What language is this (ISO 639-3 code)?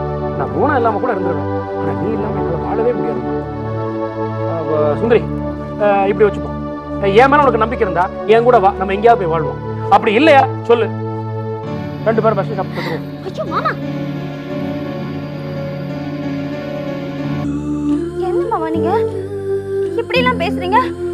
tam